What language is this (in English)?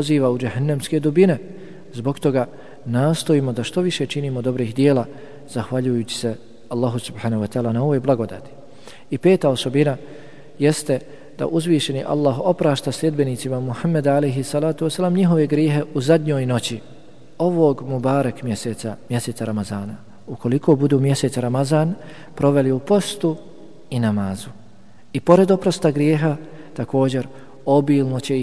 Bosnian